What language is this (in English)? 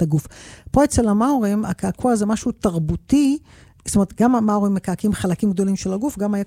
Hebrew